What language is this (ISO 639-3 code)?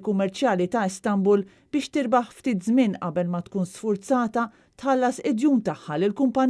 mlt